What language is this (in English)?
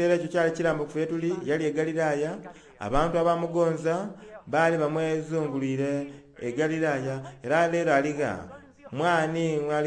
Soga